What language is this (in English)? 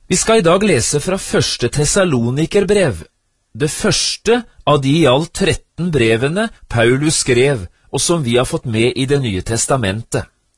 Norwegian